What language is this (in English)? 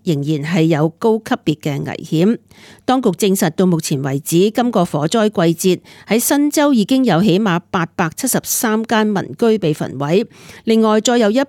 Cantonese